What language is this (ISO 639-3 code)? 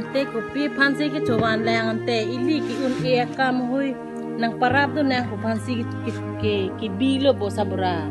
mjw